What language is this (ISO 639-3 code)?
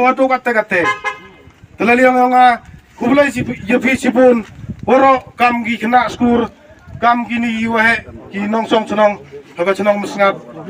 kha